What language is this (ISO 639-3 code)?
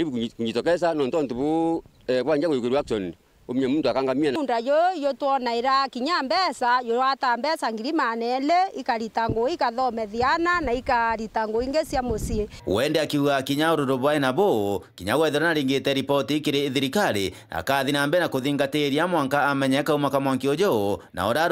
mer